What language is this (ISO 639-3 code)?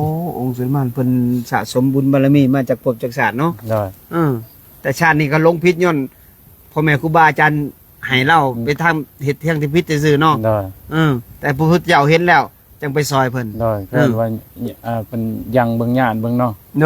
lao